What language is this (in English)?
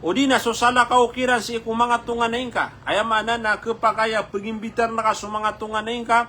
Maranao